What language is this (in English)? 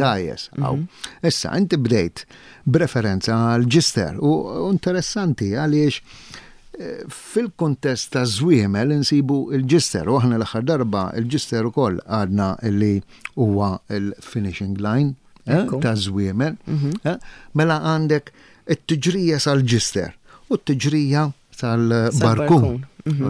Maltese